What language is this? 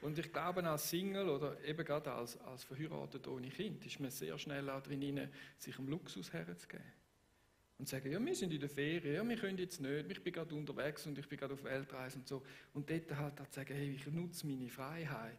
Swiss German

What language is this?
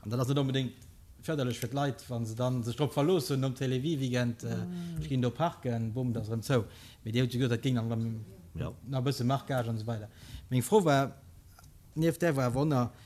Luxembourgish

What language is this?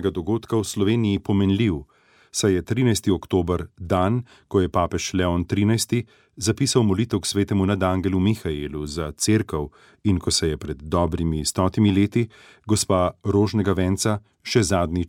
Slovenian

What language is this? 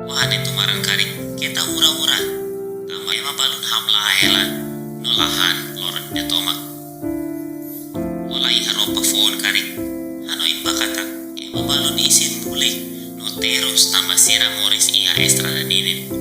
Tetum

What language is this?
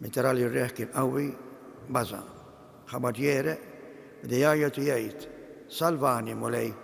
Maltese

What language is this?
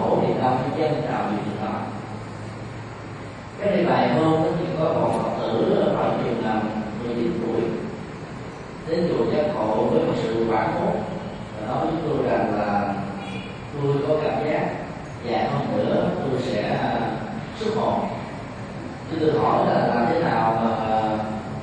Vietnamese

